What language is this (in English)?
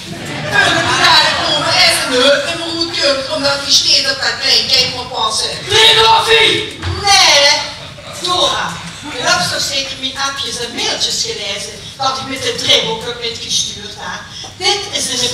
Limburgish